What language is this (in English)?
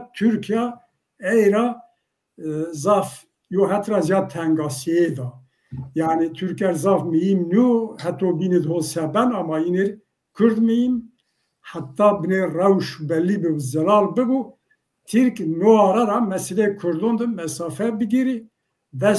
Zaza